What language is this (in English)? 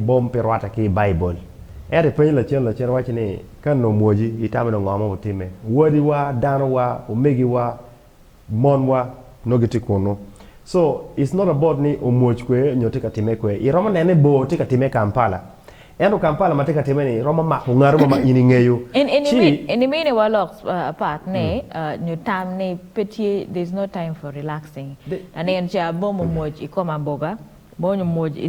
Acoli